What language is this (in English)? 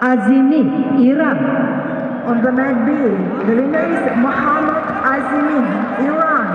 Yakut